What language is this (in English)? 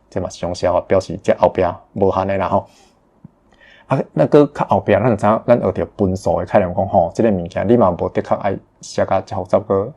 Min Nan Chinese